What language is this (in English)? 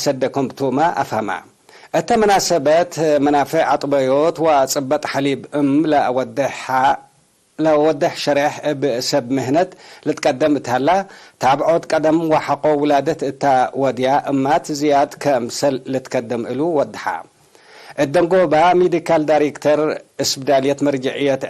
Tigre